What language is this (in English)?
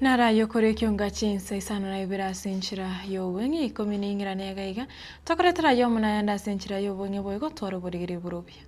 Gusii